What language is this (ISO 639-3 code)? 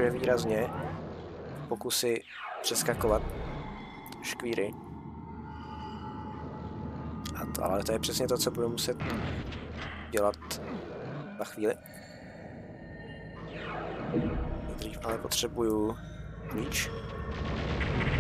ces